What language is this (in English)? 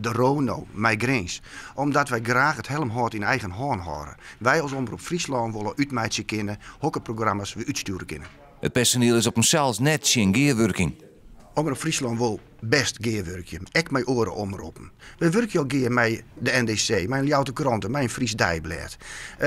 Western Frisian